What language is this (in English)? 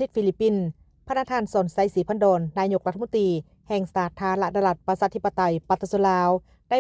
Lao